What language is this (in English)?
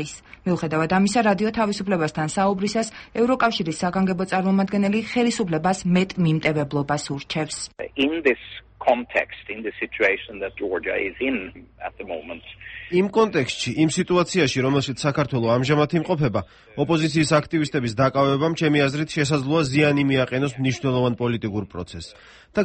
Georgian